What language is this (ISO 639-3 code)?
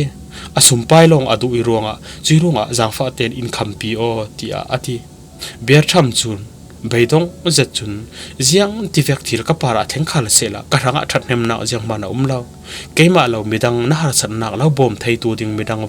cfm